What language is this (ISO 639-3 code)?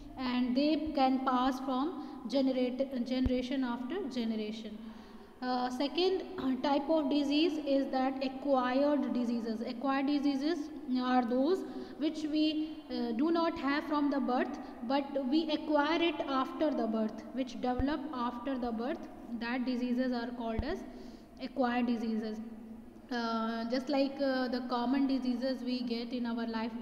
eng